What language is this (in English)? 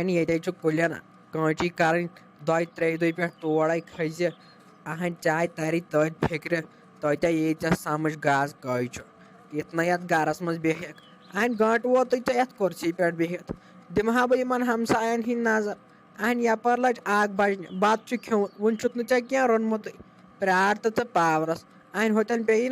Kashmiri